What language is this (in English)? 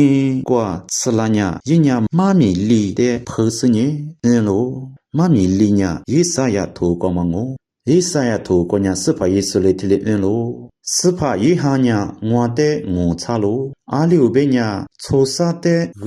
Lisu